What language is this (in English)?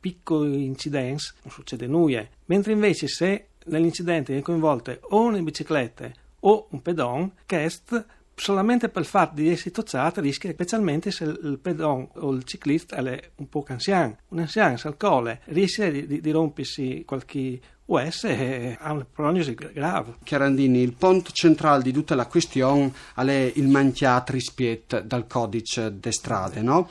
Friulian